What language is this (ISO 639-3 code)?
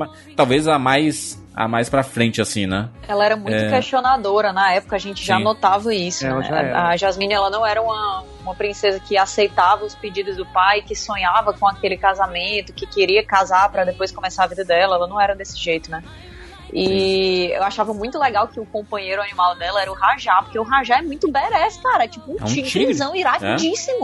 por